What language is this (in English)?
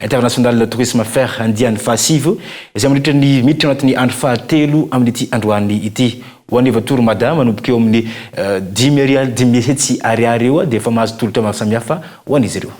Malagasy